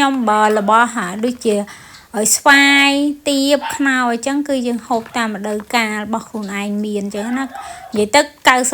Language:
Khmer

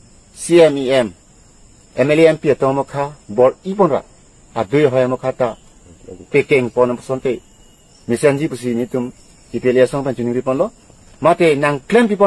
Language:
Karbi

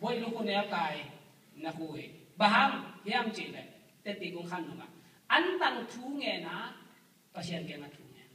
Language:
Tedim Chin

